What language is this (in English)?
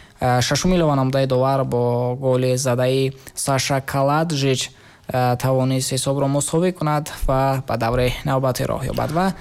Tajik